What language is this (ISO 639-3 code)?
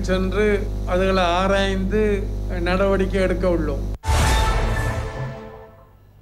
tam